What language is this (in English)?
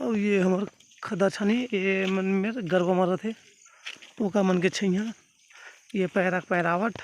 Chhattisgarhi